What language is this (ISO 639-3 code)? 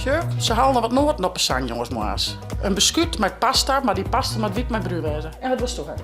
fry